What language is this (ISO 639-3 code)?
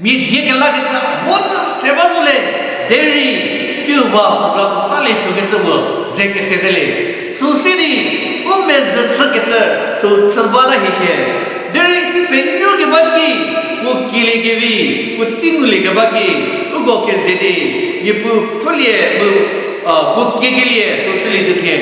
njm